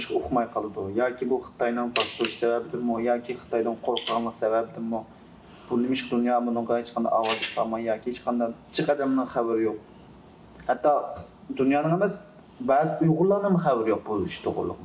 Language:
Uyghur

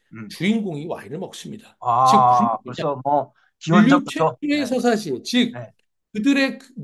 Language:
Korean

